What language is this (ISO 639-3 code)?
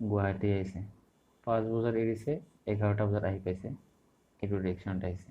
asm